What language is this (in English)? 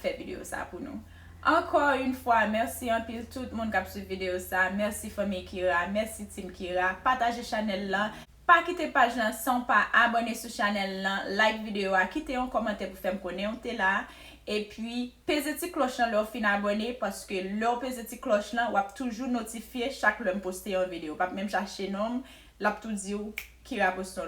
Haitian Creole